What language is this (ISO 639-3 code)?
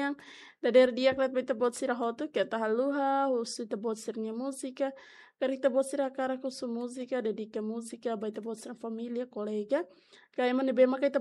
tet